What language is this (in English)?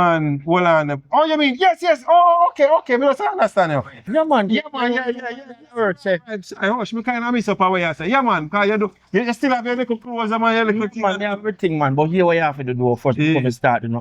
Jamaican Creole English